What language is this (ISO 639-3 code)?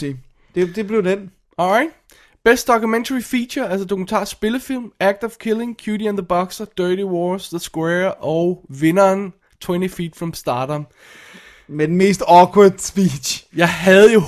dan